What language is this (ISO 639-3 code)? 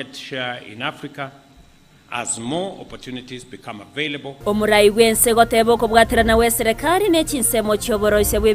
guz